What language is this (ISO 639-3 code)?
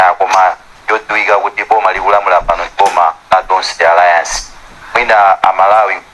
nya